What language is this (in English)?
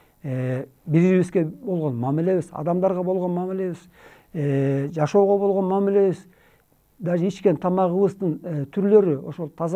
Kyrgyz